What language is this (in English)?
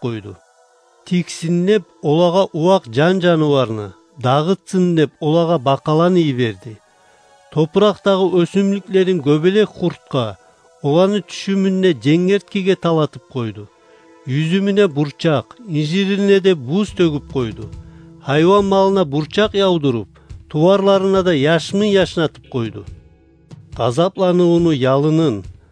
Kumyk